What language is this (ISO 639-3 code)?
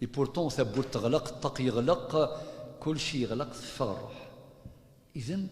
kab